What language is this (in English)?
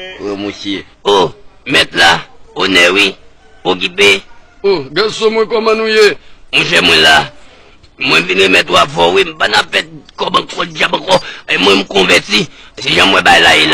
Haitian Creole